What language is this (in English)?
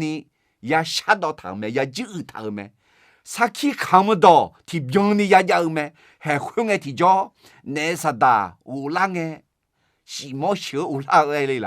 Akha